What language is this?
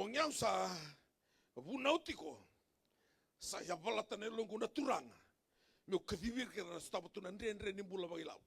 Fijian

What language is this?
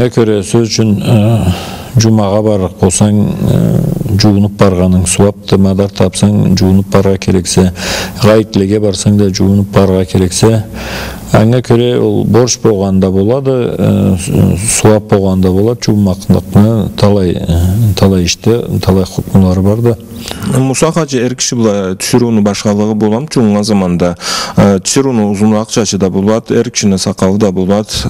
Karachay-Balkar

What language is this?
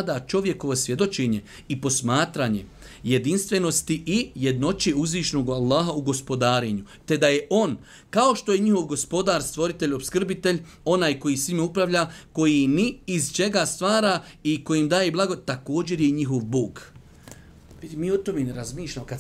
Bosnian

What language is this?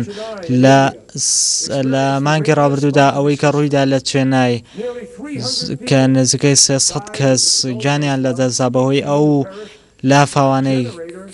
Central Kurdish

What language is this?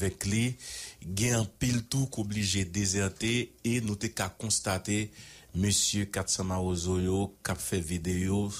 Haitian Creole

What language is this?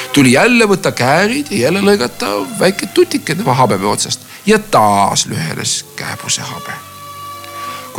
Estonian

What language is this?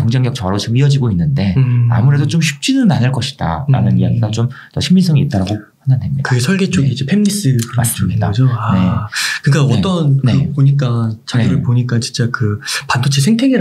Korean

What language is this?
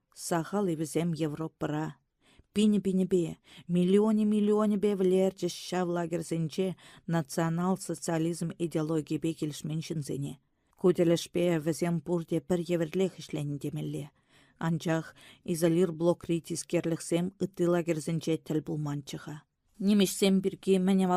Chuvash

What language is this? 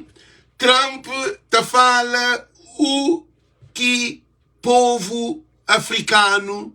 Kabuverdianu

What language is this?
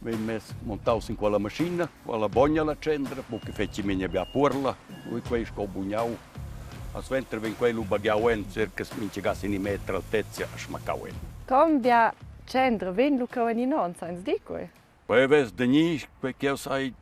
Romansh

